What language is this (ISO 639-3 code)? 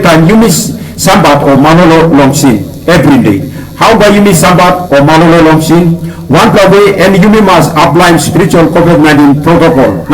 tpi